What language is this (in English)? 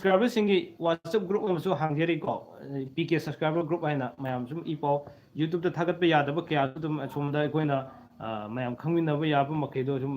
Manipuri